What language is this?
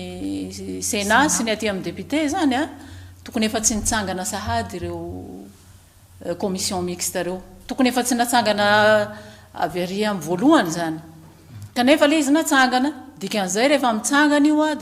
Malagasy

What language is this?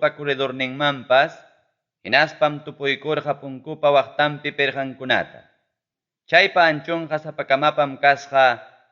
Ayacucho Quechua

